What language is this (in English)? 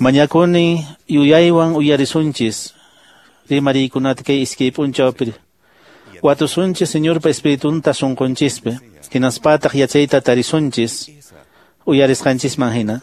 Quechua